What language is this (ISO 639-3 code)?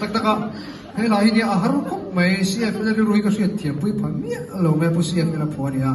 lus